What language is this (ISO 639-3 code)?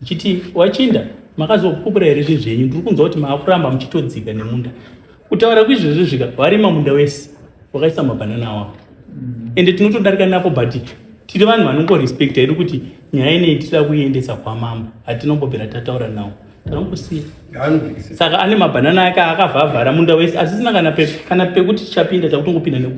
sna